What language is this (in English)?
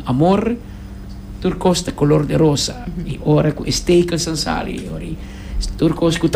Papiamento